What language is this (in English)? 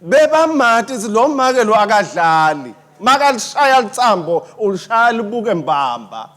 Swati